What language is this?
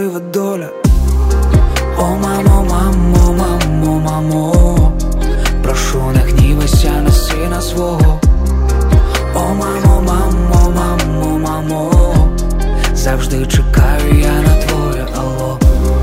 Ukrainian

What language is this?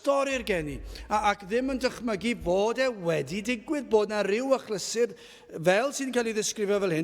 Welsh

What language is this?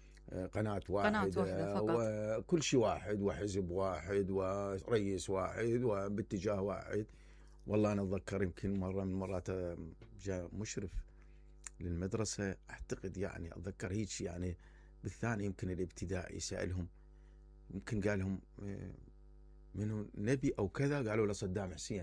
Mesopotamian Arabic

